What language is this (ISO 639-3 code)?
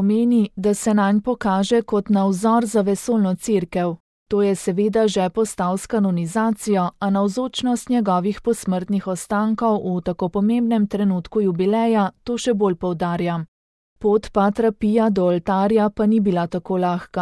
slv